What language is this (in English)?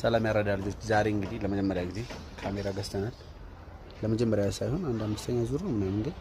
Amharic